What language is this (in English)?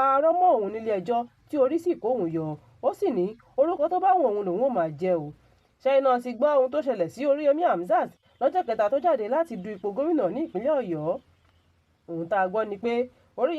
Yoruba